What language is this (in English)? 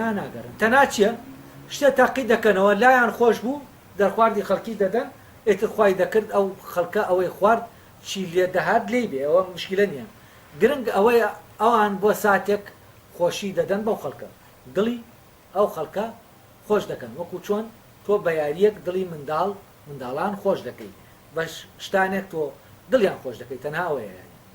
Central Kurdish